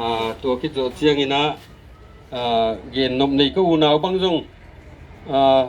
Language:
Tedim Chin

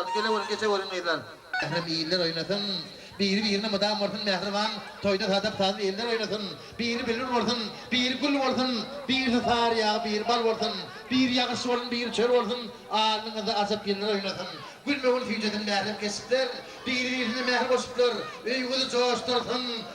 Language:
Turkmen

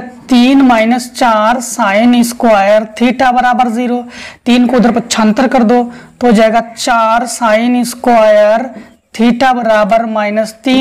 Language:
Hindi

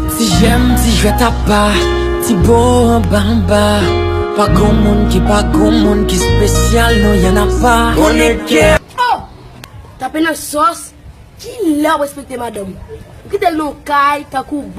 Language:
Haitian Creole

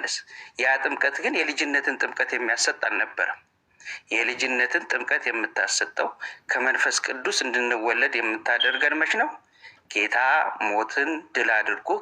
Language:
Amharic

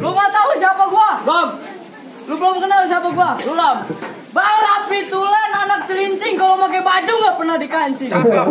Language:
Betawi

